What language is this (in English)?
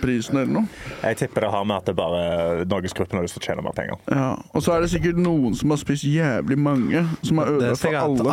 Norwegian